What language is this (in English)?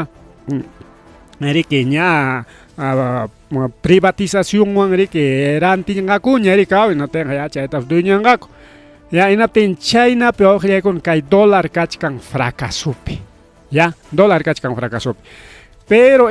Ayacucho Quechua